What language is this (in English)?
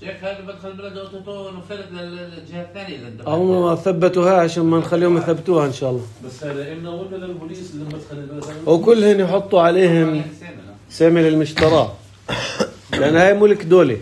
North Levantine Arabic